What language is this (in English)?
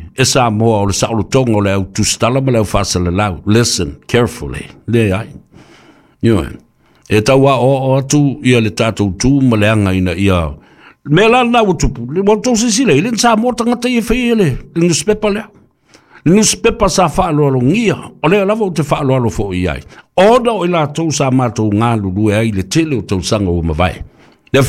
Samoan